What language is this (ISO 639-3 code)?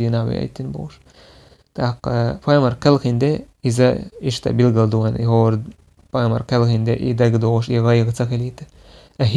che